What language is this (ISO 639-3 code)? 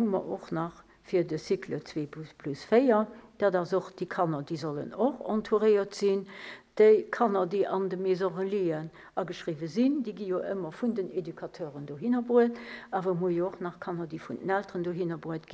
ltz